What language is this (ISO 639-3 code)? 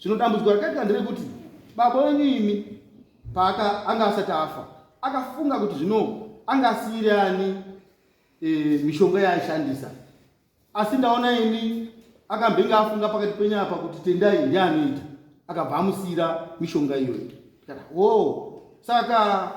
sna